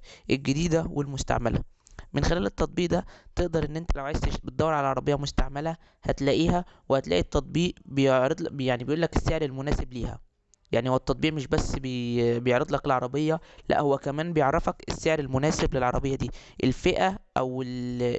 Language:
Egyptian Arabic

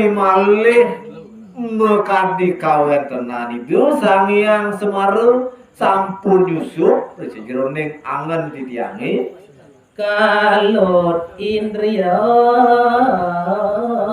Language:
Balinese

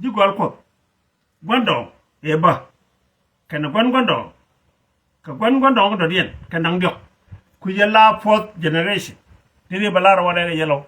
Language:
Nuer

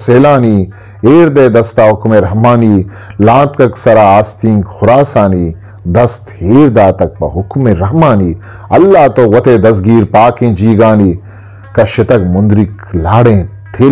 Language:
Eastern Balochi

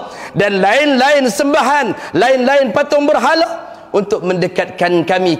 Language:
Malay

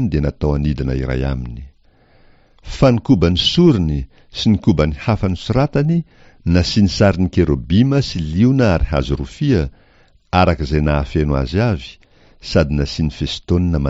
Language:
Malagasy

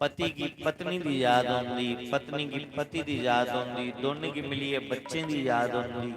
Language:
Dogri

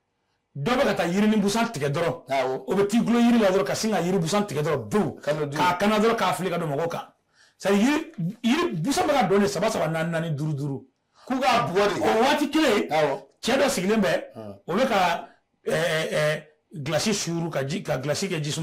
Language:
Bambara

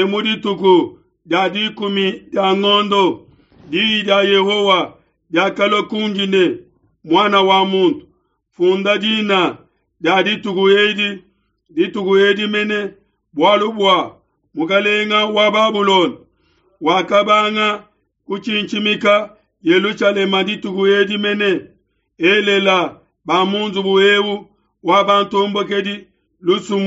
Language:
Luba-Lulua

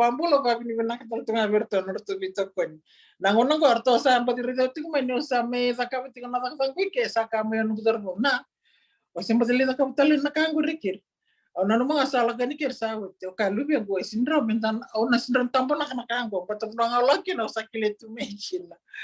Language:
Fijian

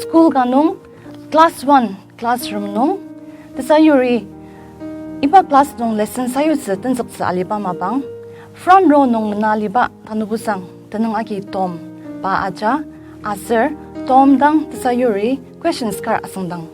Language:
Ao Naga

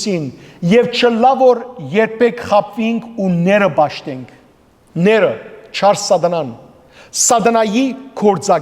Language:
Western Armenian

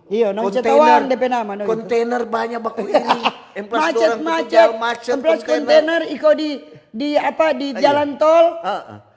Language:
Manado Malay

